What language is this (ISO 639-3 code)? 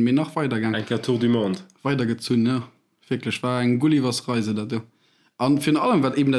ltz